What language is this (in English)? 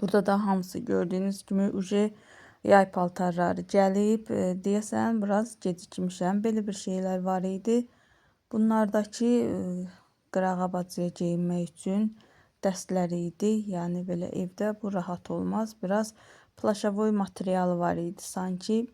Azerbaijani